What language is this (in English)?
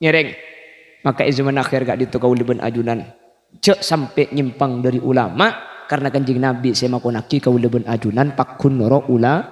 Madurese